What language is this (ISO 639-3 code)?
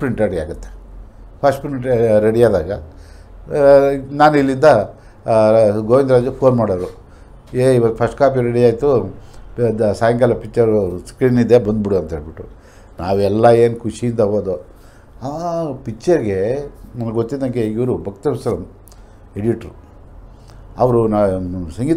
kan